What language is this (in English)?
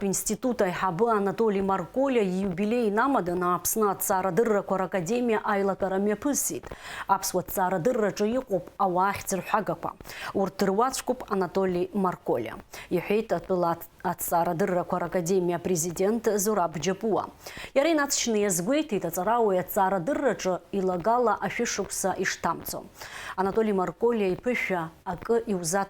Abkhazian